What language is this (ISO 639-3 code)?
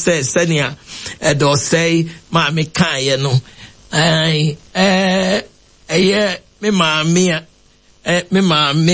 aka